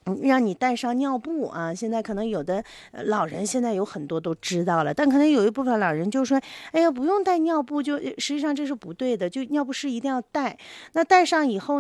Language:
Chinese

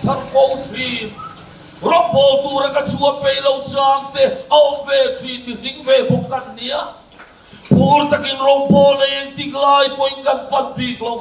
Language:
Mizo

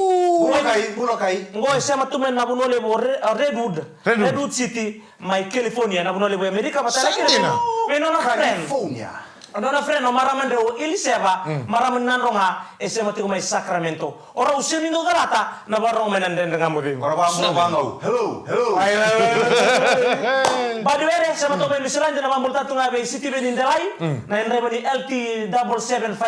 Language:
Fijian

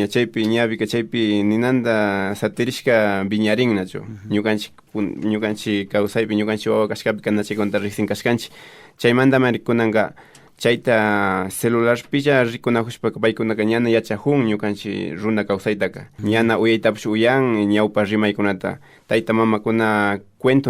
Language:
Imbabura Highland Quichua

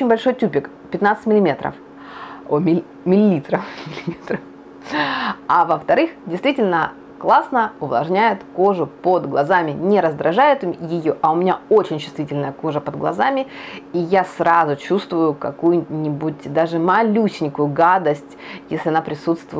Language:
Russian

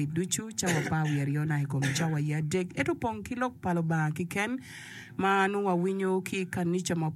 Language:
Acoli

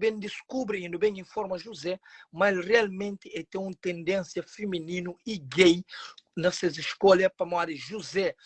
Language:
Kabuverdianu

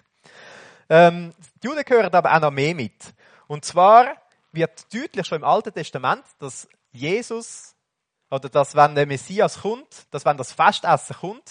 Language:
German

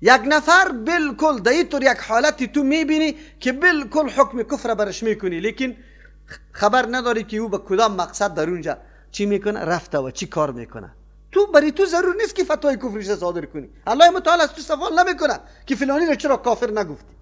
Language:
Persian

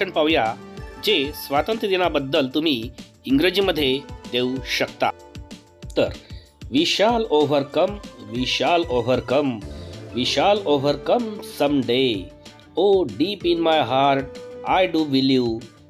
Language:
Marathi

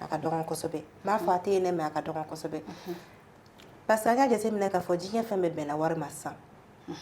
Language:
Bambara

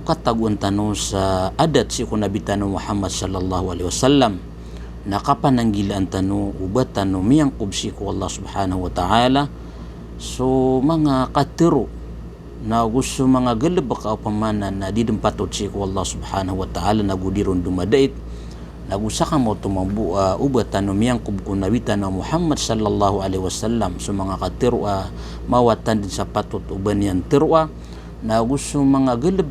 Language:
Maranao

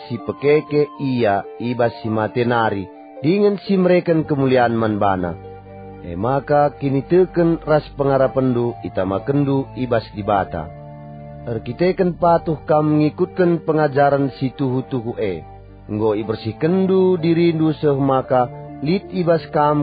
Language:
Batak Karo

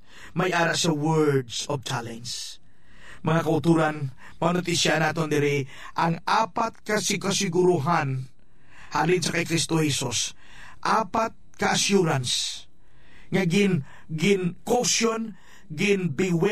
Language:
Hiligaynon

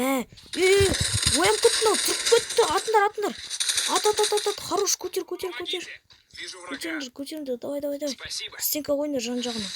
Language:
Kazakh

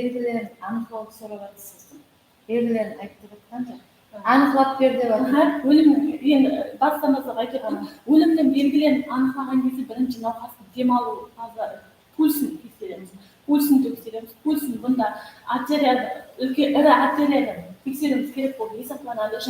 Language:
Kara-Kalpak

